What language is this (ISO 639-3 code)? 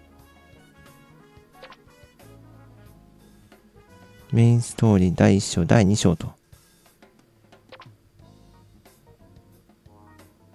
jpn